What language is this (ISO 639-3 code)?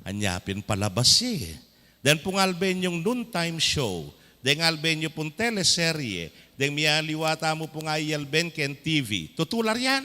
pam